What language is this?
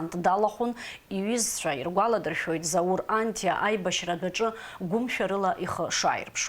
Abkhazian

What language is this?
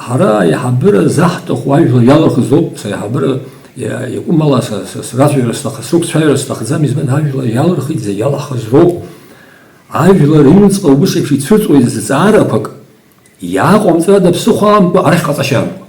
Abkhazian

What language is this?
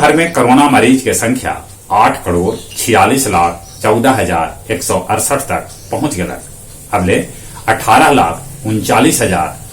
Magahi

